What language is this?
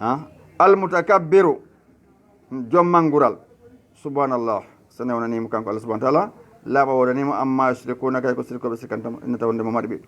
Fula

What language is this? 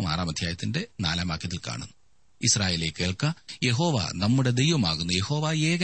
Malayalam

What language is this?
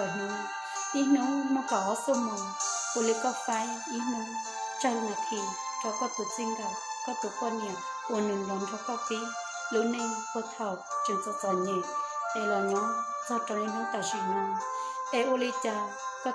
Hmong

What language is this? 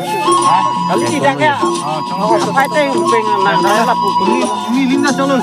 Karbi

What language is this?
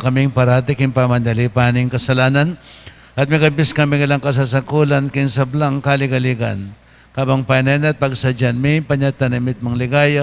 Pampanga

